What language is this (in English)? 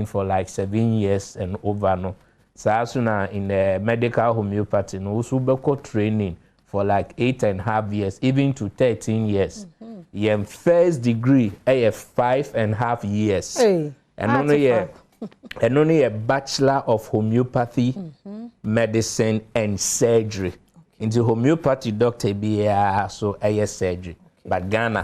Akan